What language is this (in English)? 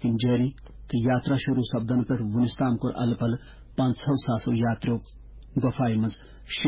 Kashmiri